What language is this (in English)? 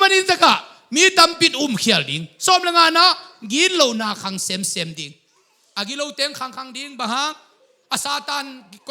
Tedim Chin